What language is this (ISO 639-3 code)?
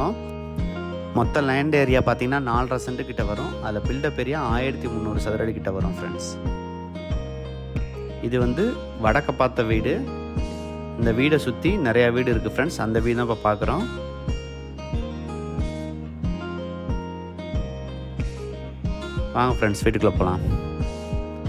tam